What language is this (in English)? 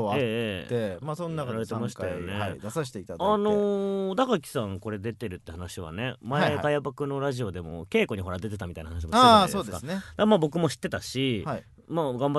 Japanese